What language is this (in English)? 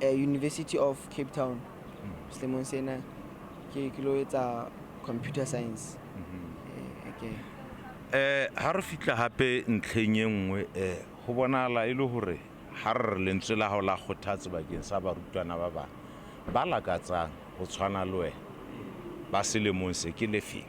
Southern Sotho